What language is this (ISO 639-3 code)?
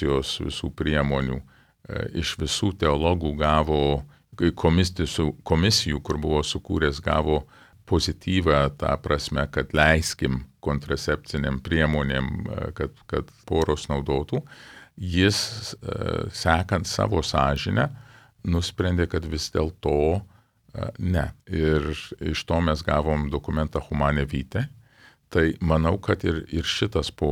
lit